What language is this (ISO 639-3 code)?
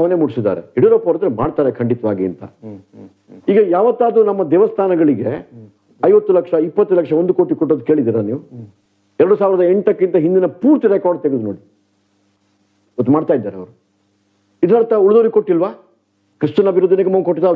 kan